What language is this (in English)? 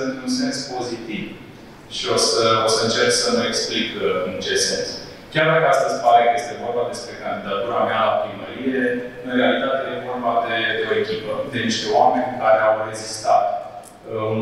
Romanian